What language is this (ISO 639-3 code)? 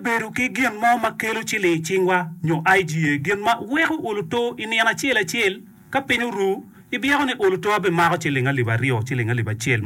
ach